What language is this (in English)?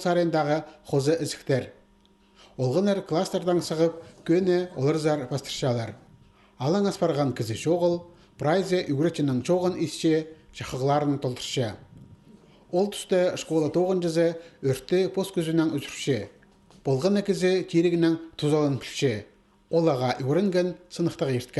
Khakas